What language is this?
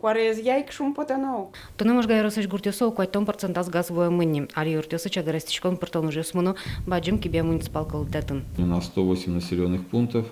Udmurt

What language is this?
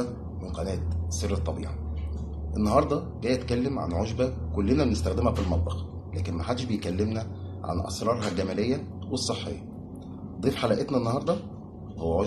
Egyptian Arabic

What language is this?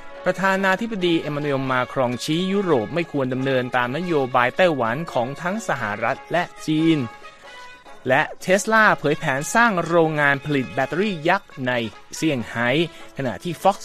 Thai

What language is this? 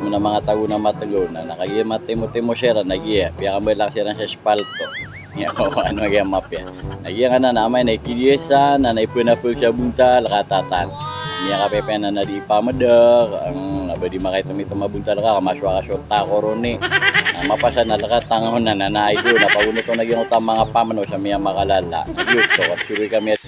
Maranao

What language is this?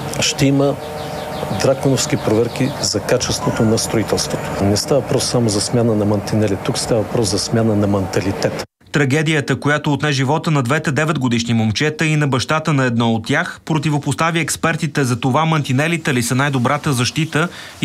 Bulgarian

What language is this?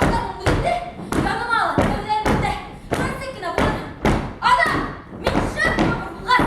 Bashkir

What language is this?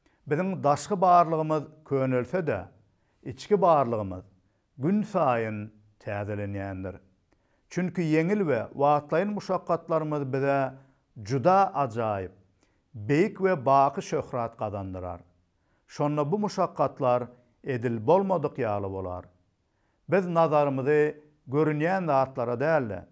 Turkmen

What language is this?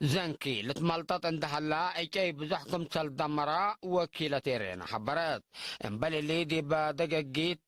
Tigre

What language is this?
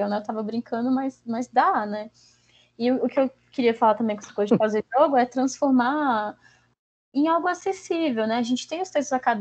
Portuguese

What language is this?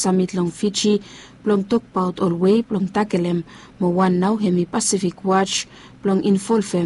Bislama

